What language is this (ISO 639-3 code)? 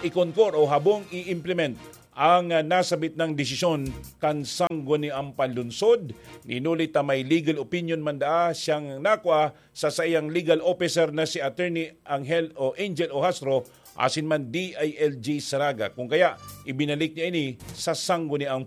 bik